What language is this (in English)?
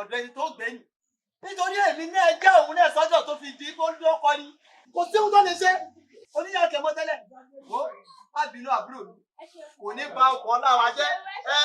Yoruba